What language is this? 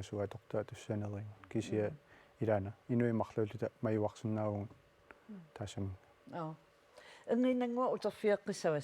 Kalaallisut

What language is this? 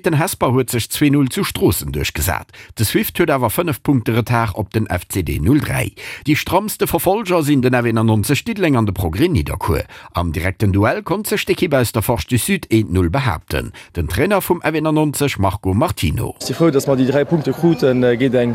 Luxembourgish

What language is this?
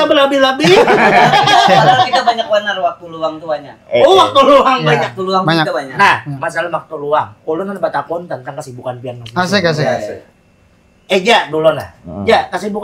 Banjar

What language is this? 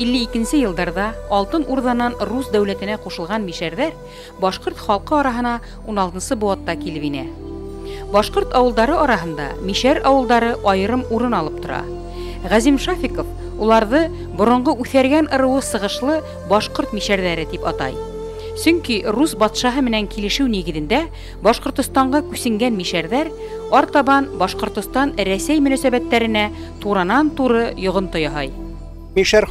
Bashkir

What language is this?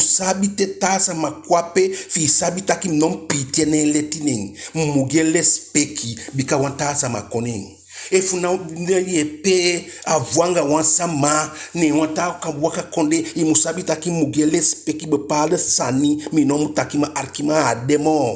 Eastern Maroon Creole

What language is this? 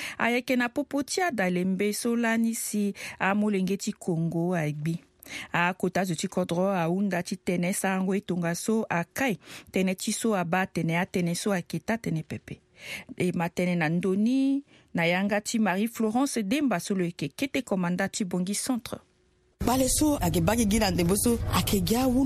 Sango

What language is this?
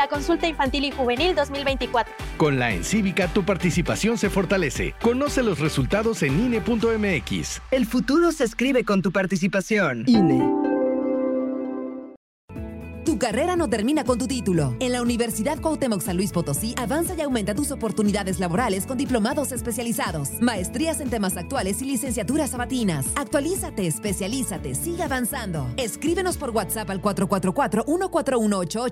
Spanish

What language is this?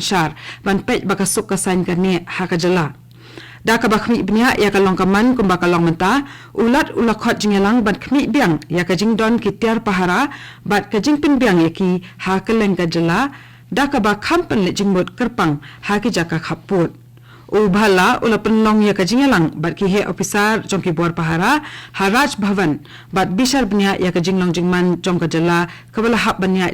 Khasi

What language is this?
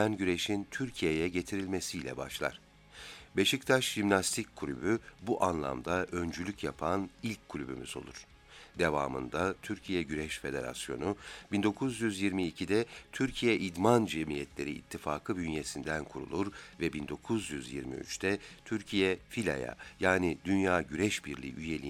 Turkish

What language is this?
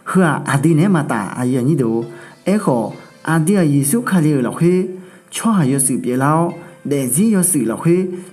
Akha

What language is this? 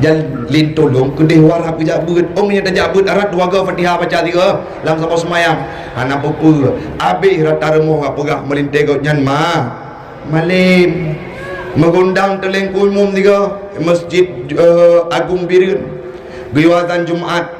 Achinese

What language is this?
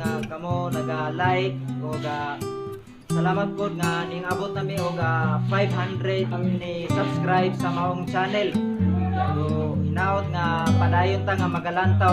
Cebuano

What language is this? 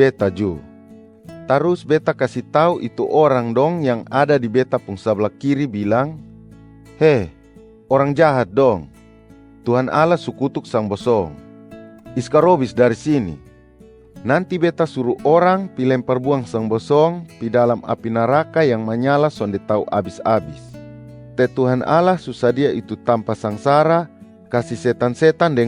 Kupang Malay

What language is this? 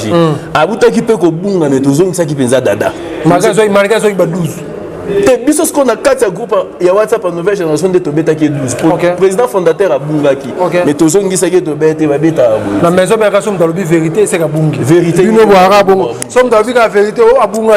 Lingala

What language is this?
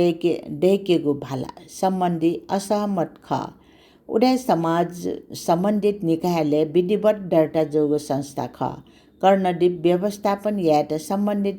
Newari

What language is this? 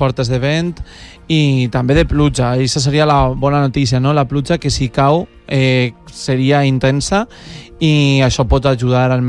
Catalan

